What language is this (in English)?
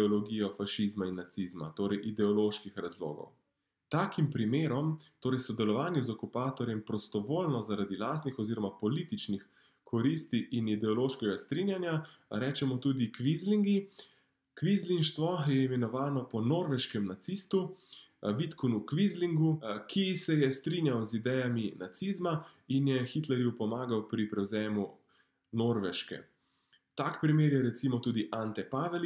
Slovenian